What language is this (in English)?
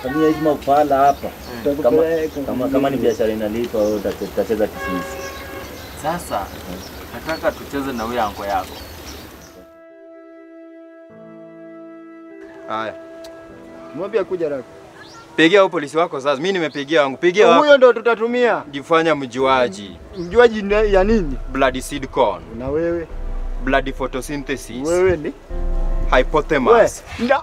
Swahili